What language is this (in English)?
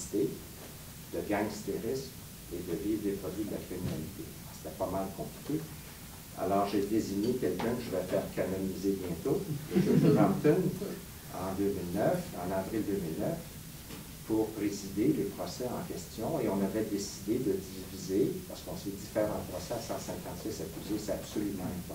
French